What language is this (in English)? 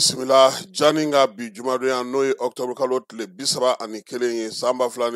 Bambara